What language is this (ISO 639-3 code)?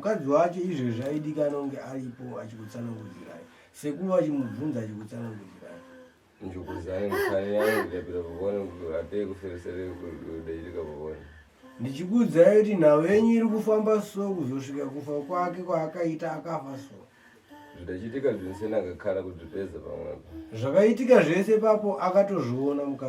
sna